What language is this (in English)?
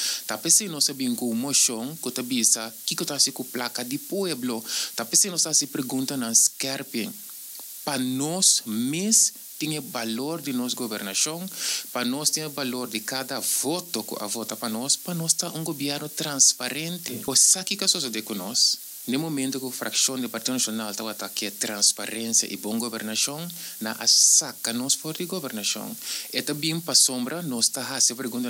Papiamento